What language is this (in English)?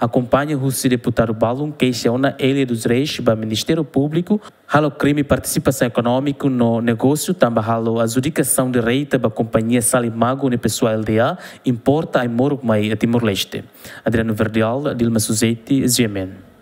Tetum